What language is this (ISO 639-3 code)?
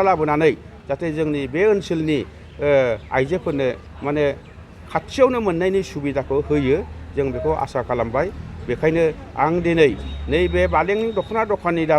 brx